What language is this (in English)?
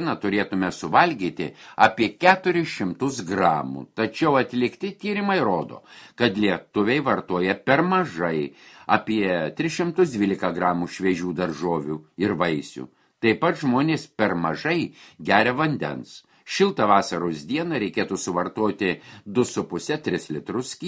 Lithuanian